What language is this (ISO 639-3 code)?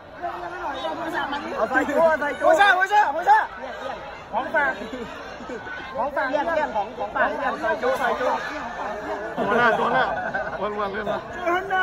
tha